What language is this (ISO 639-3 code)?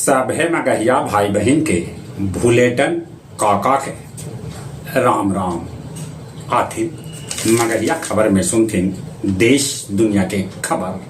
mag